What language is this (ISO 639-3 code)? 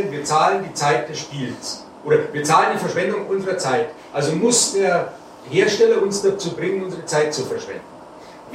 deu